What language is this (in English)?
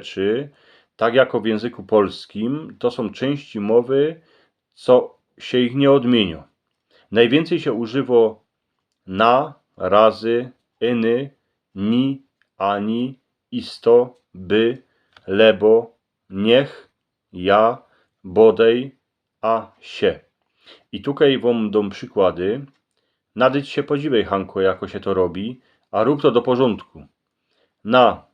Silesian